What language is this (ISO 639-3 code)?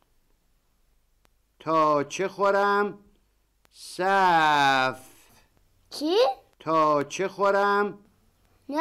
fas